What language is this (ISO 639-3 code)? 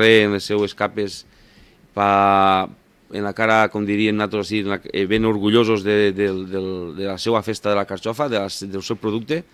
cat